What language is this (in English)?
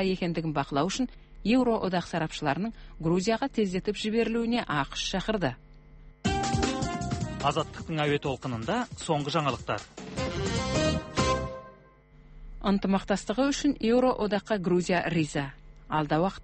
Kazakh